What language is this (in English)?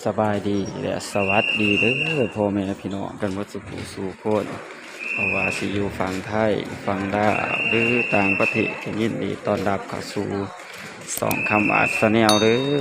Northeastern Thai